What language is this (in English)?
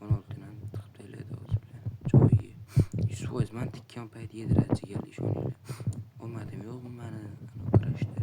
Uzbek